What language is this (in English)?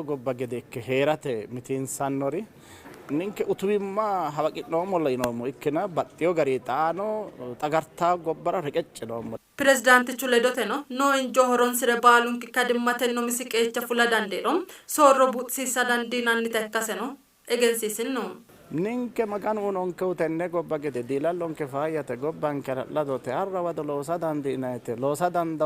Sidamo